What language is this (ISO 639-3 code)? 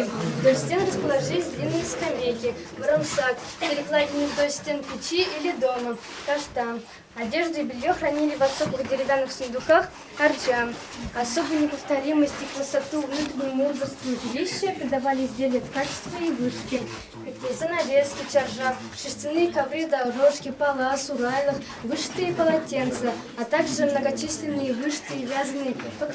chv